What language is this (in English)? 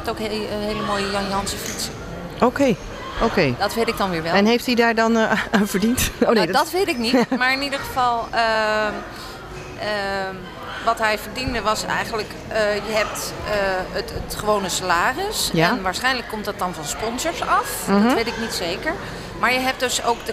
Dutch